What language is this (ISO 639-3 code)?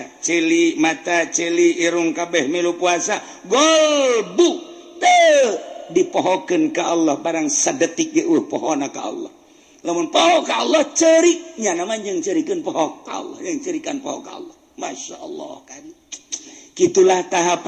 sun